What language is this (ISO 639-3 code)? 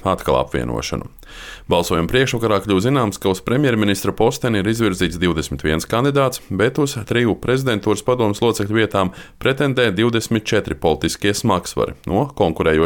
lav